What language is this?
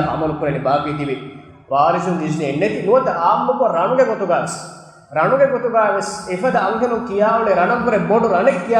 Divehi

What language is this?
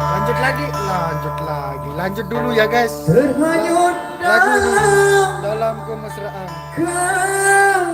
Sasak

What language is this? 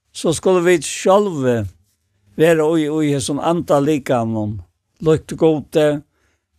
Faroese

